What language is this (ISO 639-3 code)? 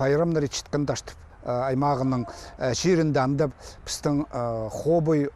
kjh